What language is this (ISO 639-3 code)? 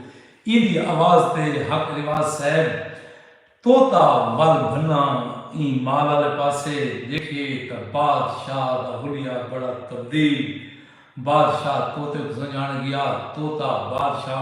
skr